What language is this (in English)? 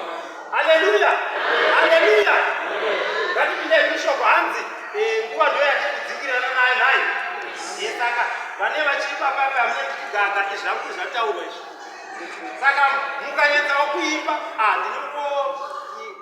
Shona